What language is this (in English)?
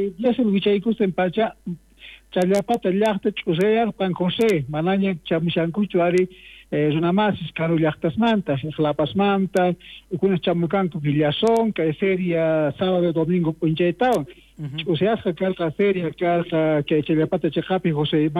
South Bolivian Quechua